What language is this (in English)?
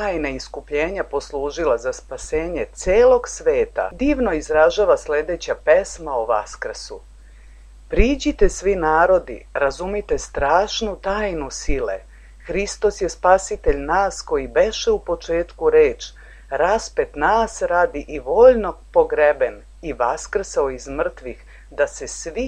Serbian